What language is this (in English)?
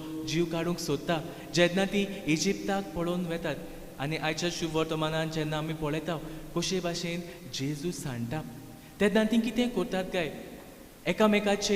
Konkani